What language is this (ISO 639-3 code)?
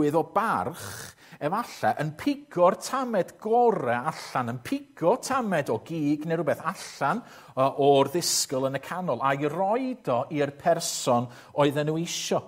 cym